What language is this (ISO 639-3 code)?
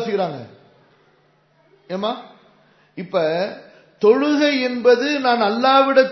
tam